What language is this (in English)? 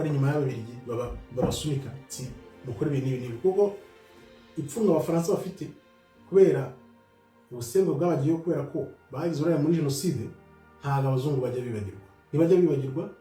Kinyarwanda